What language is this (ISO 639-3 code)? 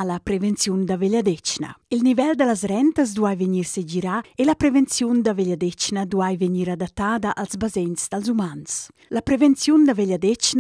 roh